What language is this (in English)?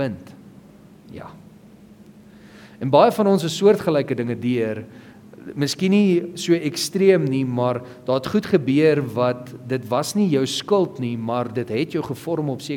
Afrikaans